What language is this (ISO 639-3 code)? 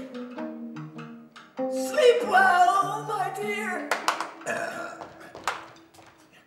nld